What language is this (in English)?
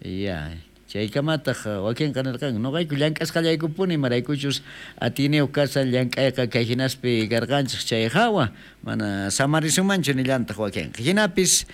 South Bolivian Quechua